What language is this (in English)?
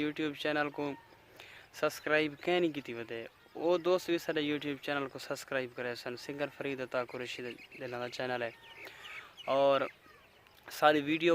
Saraiki